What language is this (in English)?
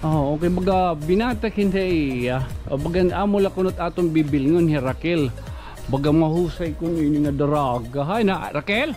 Waray